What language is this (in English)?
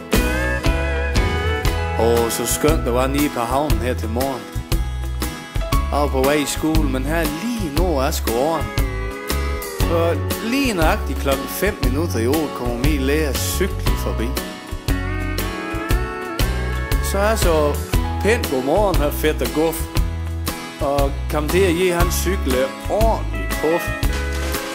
Danish